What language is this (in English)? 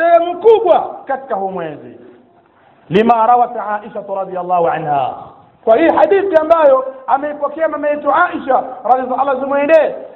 Swahili